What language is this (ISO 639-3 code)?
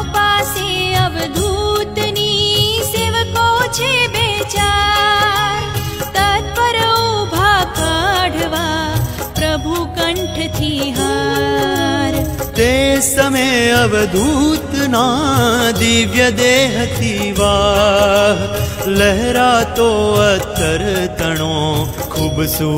guj